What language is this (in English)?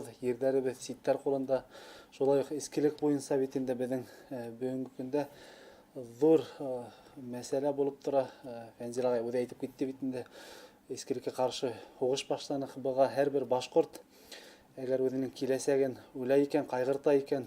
Bashkir